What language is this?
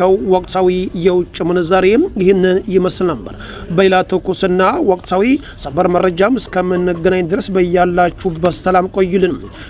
Amharic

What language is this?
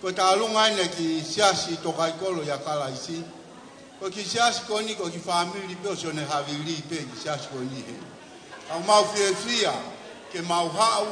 Tongan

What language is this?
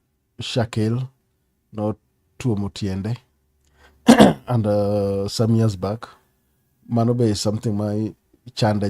Luo (Kenya and Tanzania)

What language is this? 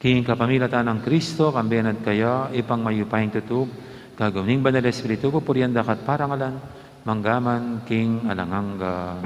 Pampanga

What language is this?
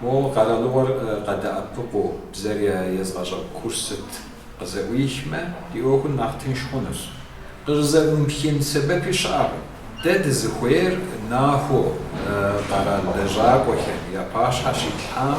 Kabardian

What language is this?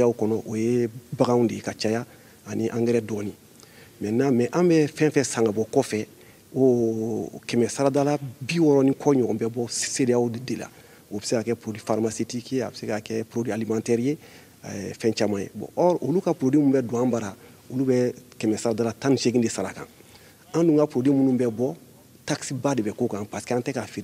Bambara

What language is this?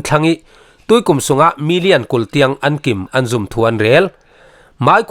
Falam Chin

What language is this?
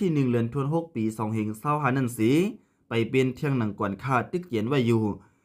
Shan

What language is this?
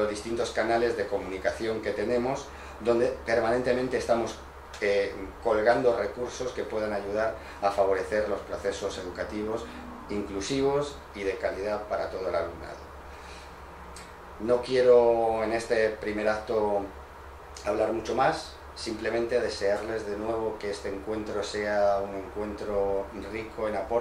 Spanish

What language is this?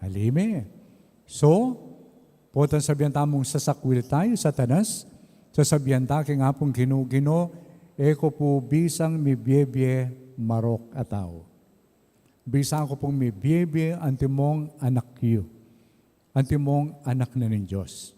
Pampanga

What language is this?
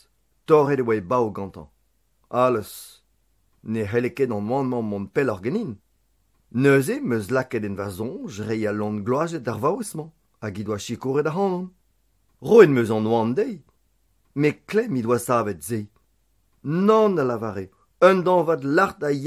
Breton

